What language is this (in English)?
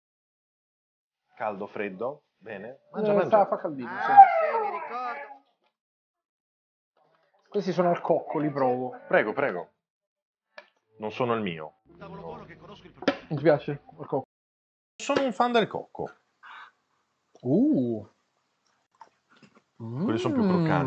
Italian